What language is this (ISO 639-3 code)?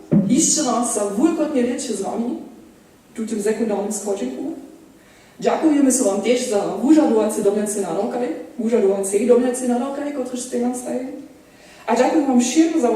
hsb